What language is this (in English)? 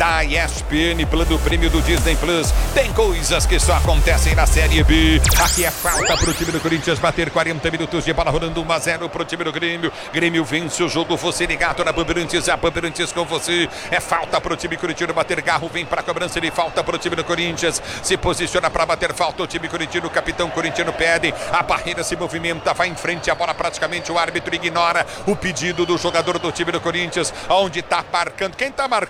Portuguese